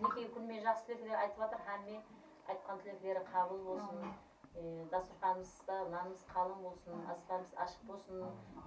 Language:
Kara-Kalpak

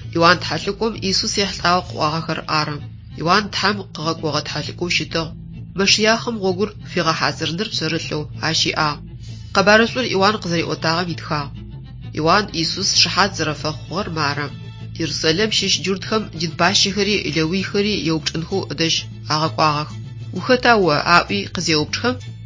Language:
Adyghe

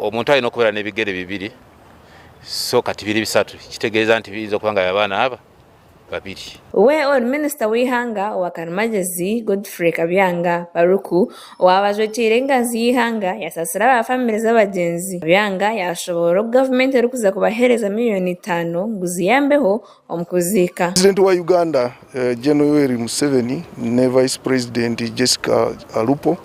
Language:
Nyankole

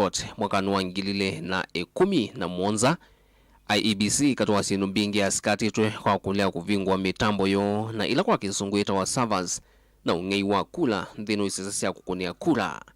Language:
Kamba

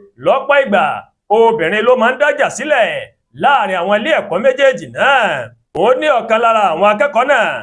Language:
Yoruba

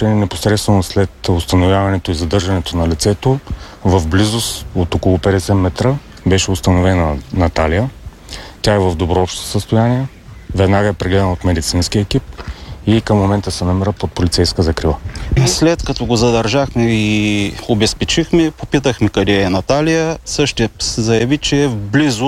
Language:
Bulgarian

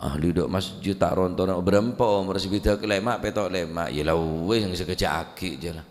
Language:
Madurese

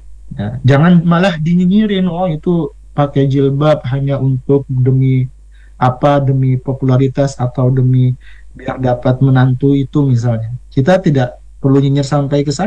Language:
Indonesian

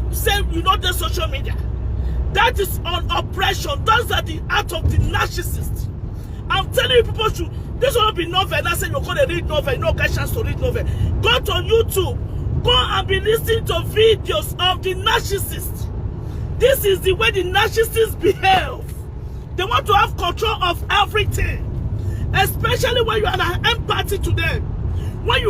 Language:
Nigerian Pidgin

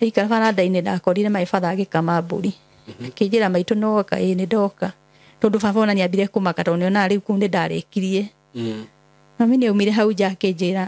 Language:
Kikuyu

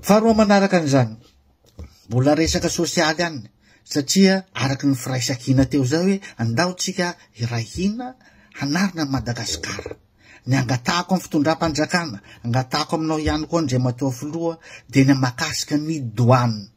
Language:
Malagasy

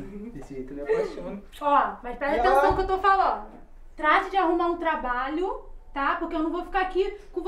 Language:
Portuguese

